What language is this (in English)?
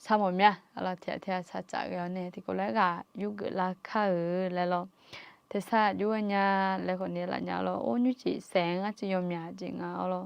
Akha